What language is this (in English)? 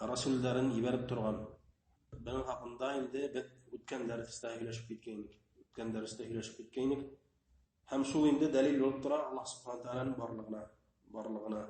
Bashkir